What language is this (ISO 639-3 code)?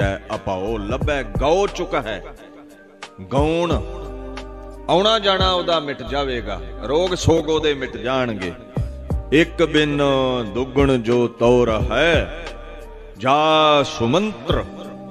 pan